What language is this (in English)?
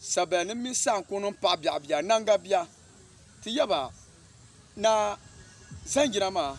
Dagbani